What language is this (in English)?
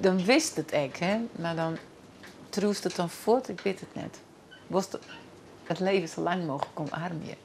Western Frisian